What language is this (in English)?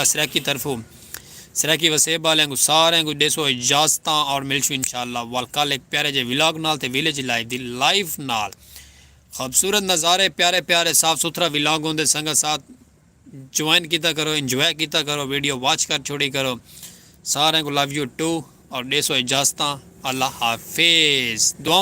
Saraiki